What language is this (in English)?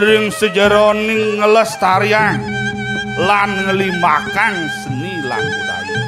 Balinese